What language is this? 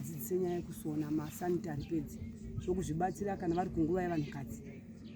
Shona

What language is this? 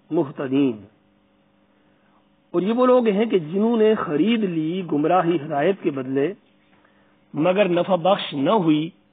Urdu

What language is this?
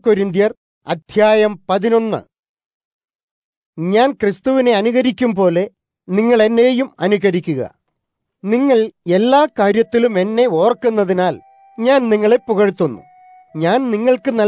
Malayalam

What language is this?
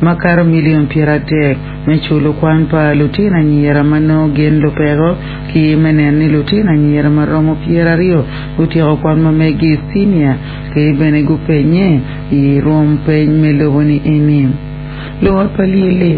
Acoli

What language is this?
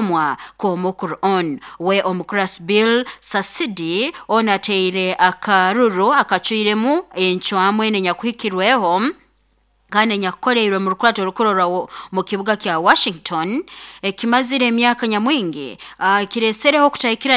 Nyoro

